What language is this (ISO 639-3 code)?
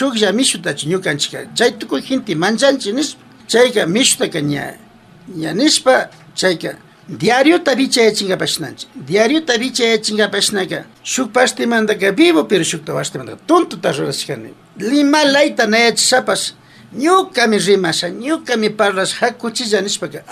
qvi